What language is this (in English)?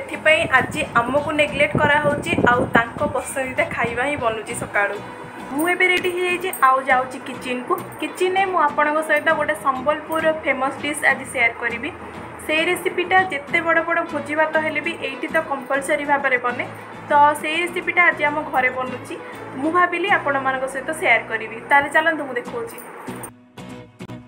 Odia